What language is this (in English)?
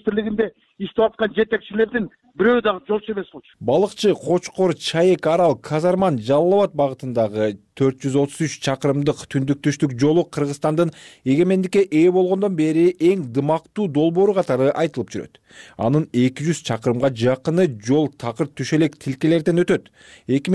Kyrgyz